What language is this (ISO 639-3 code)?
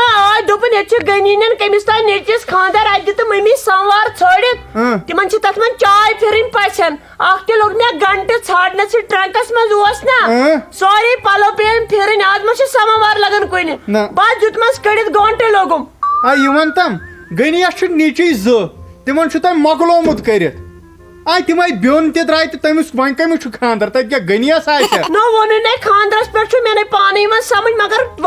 kas